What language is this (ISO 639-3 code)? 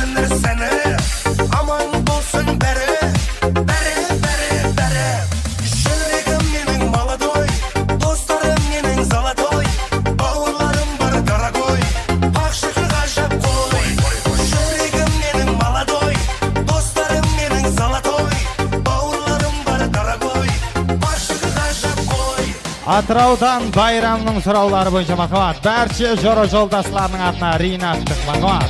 kaz